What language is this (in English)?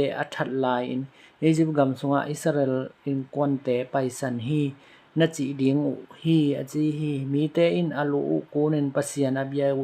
Tedim Chin